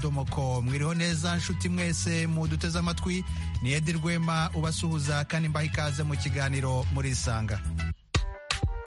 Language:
Kinyarwanda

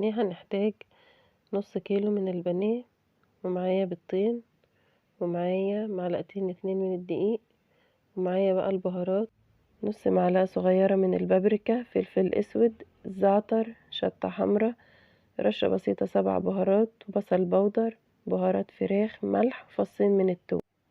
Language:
Egyptian Arabic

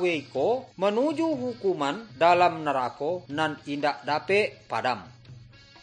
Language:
Minangkabau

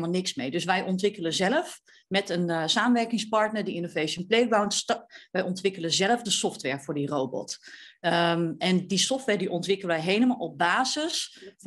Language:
Dutch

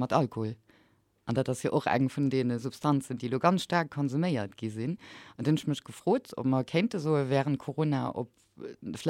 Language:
Luxembourgish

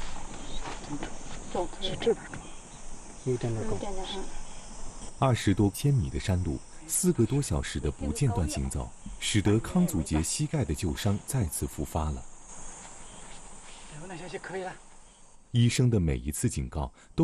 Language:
Chinese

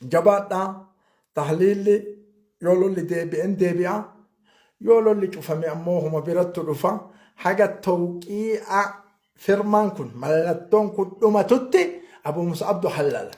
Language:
Oromo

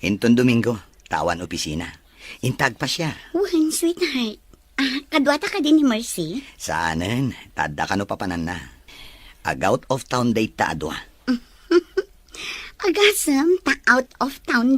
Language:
Iloko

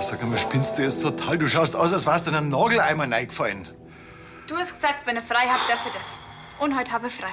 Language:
Bavarian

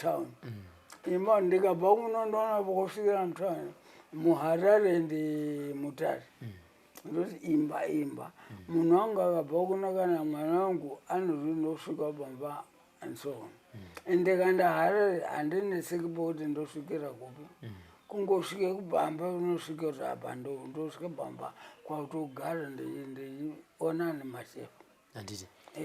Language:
Shona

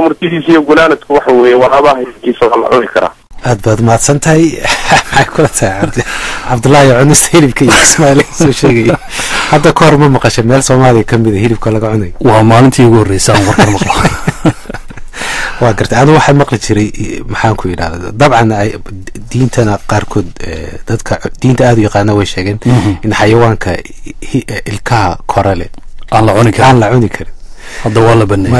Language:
Somali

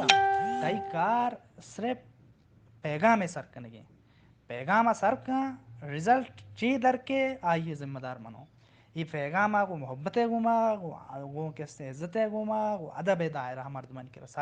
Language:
Baluchi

